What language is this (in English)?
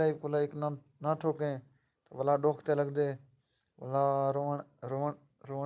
Saraiki